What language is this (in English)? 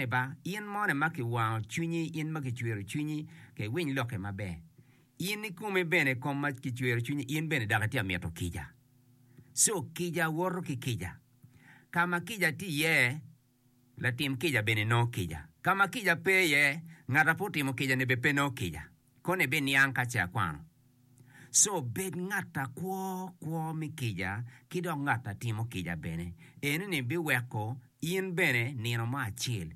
Acoli